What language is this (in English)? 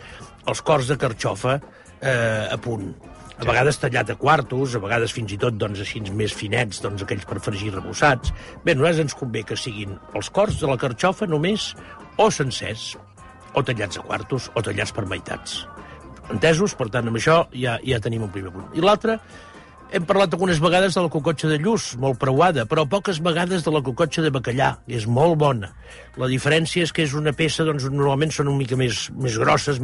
Catalan